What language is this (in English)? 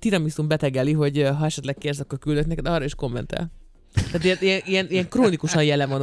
Hungarian